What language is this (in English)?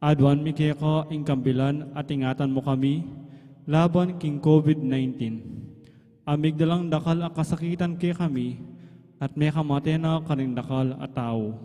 Pampanga